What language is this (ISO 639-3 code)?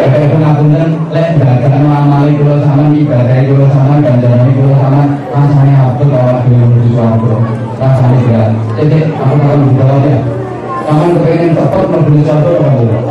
jav